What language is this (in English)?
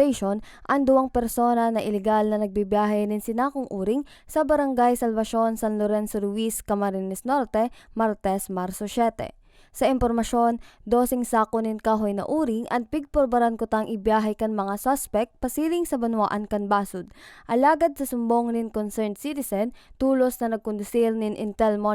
Bikol